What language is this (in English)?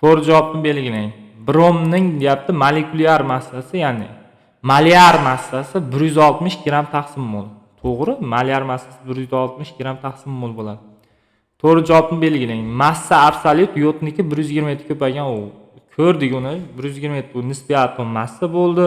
Uzbek